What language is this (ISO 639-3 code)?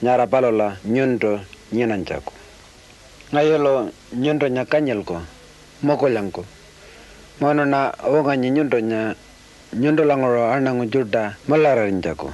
pjt